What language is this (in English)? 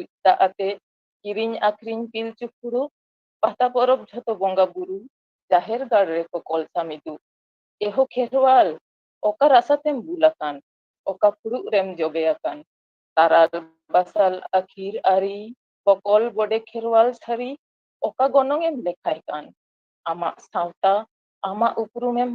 Santali